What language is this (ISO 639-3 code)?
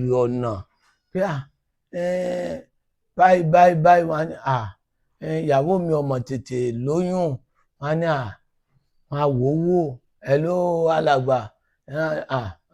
yor